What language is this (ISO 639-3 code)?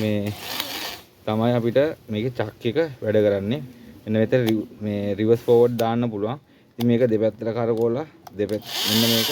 sin